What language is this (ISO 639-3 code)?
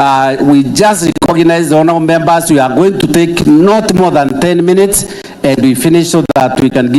mer